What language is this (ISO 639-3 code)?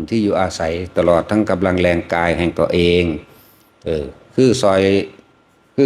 tts